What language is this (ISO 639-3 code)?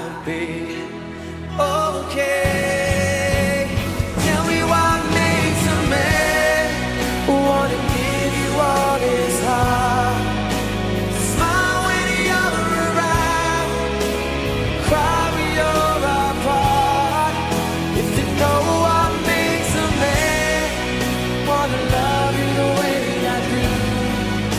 eng